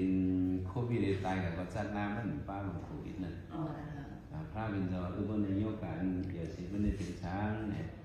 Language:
Shan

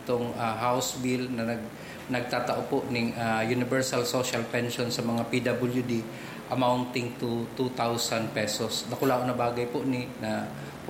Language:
Bikol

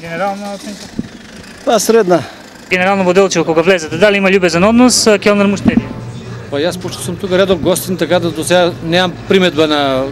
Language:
Macedonian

